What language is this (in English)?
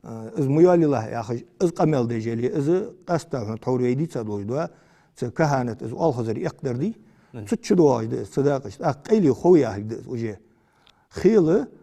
Ingush